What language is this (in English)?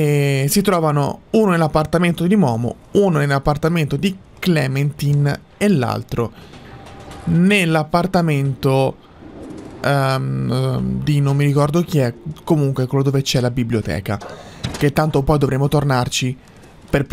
Italian